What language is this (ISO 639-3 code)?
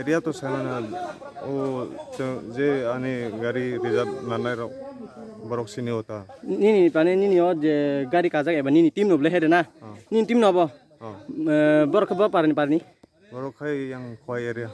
trp